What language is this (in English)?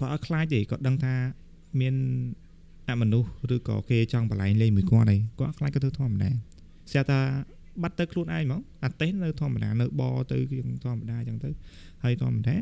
Khmer